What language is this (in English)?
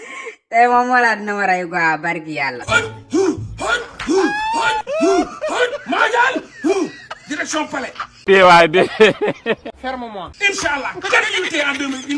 Wolof